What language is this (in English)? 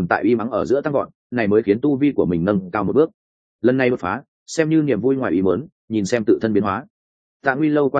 Vietnamese